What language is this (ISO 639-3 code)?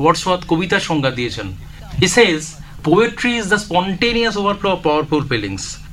ben